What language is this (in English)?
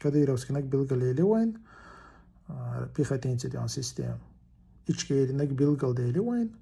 Chechen